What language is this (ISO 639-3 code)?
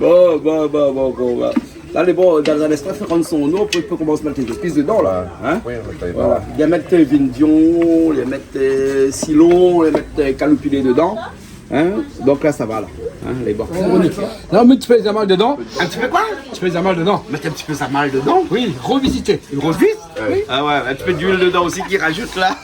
rcf